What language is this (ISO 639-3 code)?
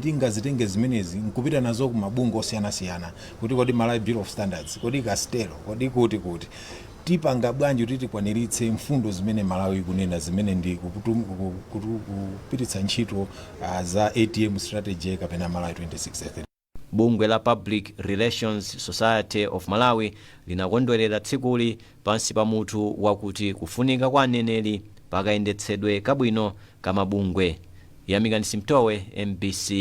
nya